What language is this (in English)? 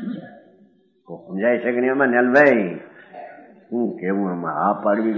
Gujarati